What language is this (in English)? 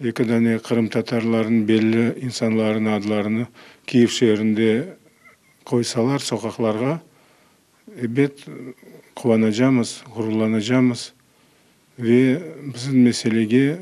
Crimean Tatar